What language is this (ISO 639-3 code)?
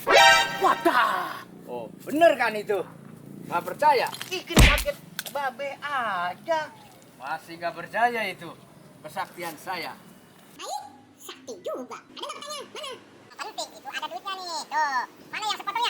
bew